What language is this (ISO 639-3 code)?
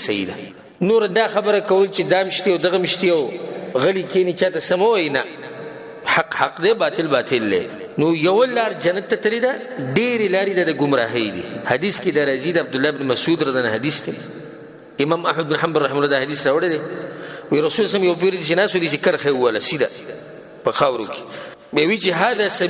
pus